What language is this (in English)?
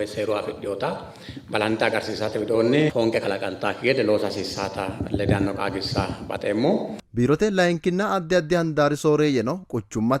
Sidamo